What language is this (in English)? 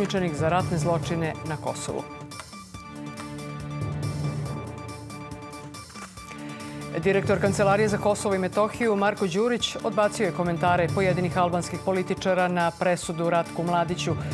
Serbian